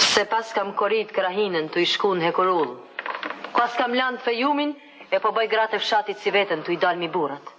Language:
Albanian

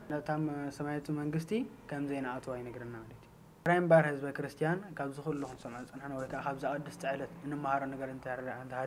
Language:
Tigrinya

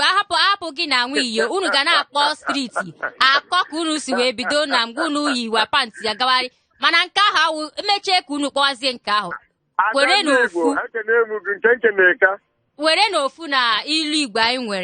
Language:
Igbo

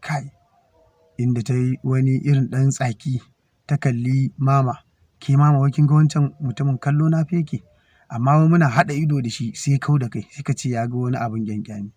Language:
Hausa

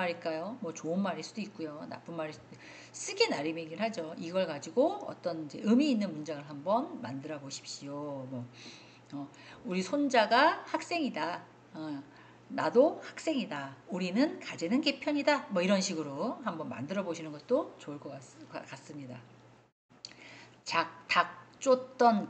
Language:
Korean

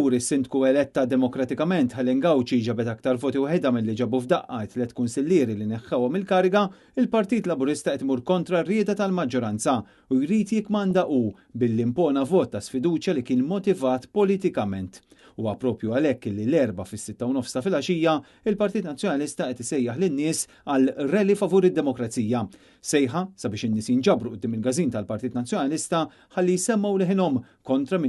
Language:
Maltese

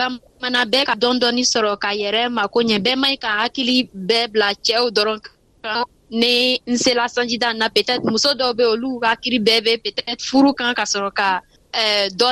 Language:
Bambara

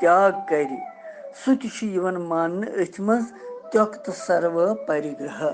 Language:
Kashmiri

